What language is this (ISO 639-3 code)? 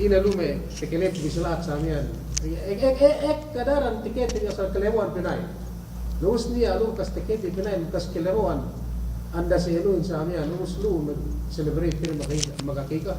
yka